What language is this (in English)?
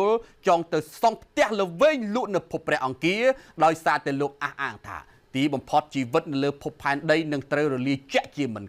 Khmer